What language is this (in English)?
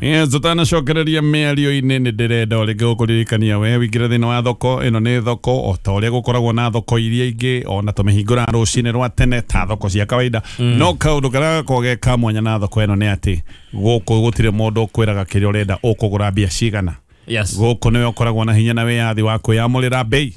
Kikuyu